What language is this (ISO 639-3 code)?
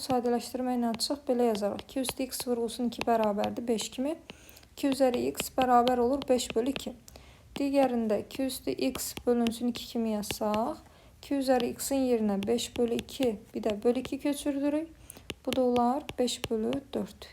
aze